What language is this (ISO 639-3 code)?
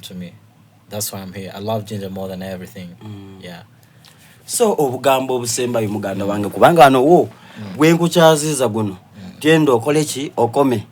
xog